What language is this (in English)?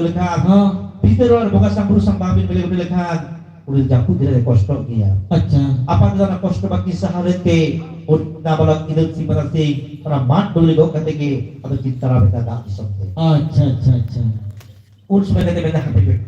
Santali